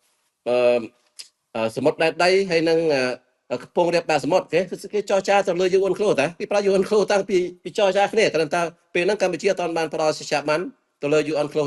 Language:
Khmer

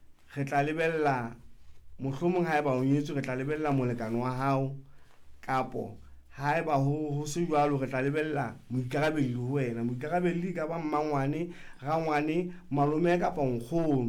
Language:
Southern Sotho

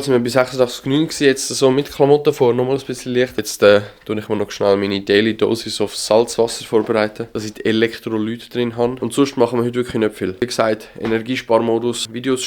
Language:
Swiss German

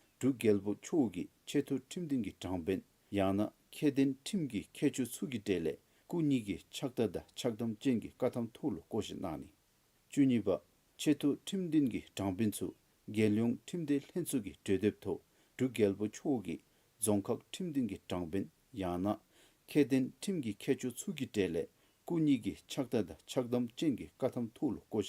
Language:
Dzongkha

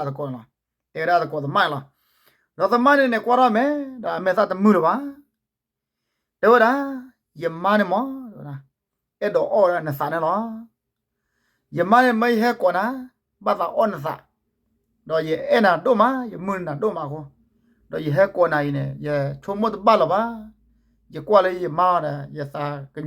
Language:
S'gaw Karen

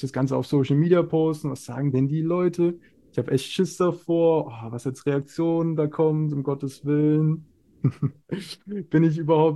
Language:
German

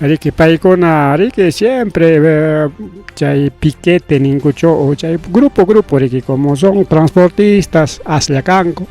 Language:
Ayacucho Quechua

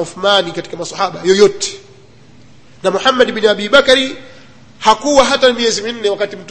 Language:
Swahili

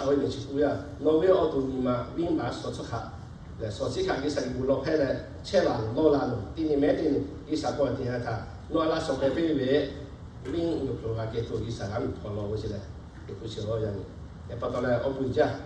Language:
Lahu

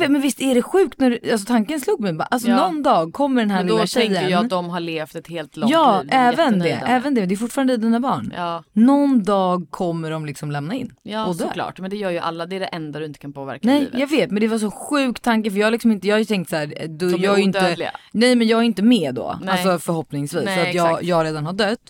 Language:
Swedish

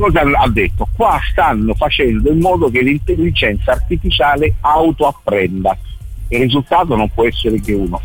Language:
Italian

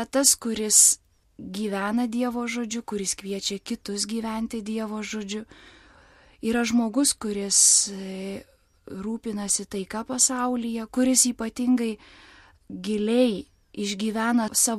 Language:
Lithuanian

